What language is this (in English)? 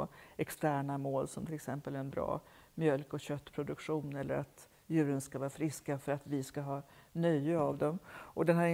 Swedish